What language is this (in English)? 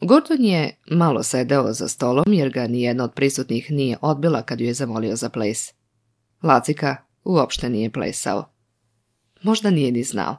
Serbian